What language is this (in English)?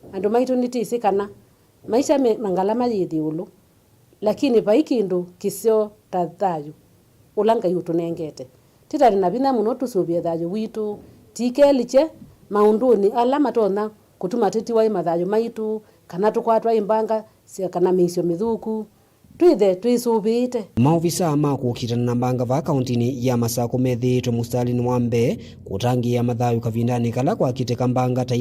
Kamba